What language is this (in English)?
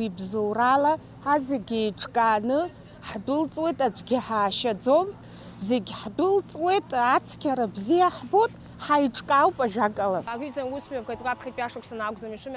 Abkhazian